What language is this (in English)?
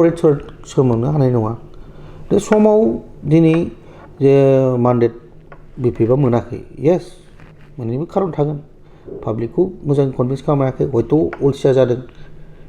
Bodo